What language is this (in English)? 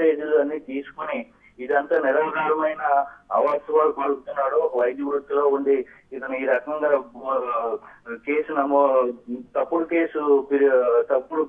Telugu